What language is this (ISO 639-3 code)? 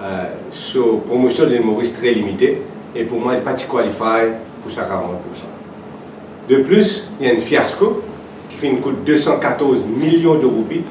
mfe